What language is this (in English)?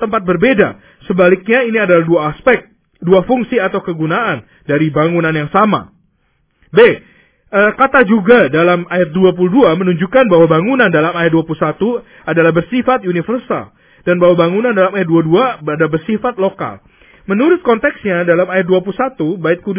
Indonesian